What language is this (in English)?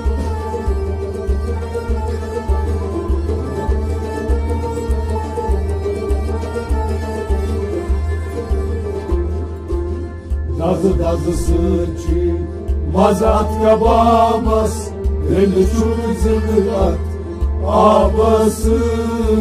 Kashmiri